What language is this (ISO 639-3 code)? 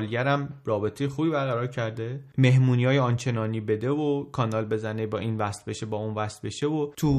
fas